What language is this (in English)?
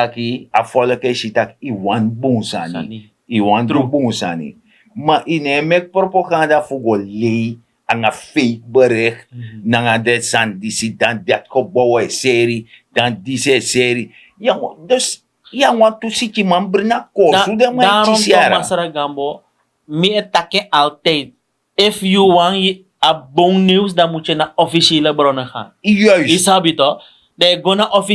Sranan Tongo